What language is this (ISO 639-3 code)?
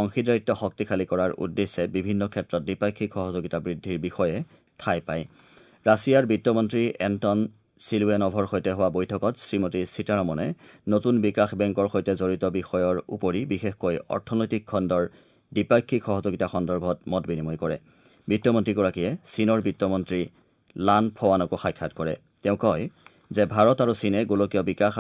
asm